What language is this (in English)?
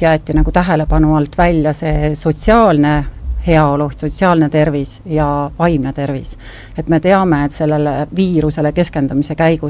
Estonian